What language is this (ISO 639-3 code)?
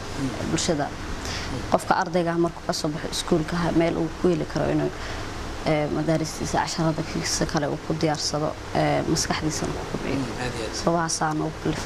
som